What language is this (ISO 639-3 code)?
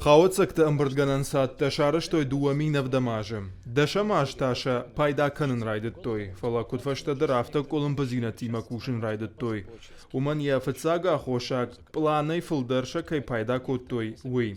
oss